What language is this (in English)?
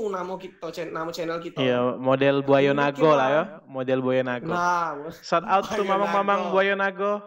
Musi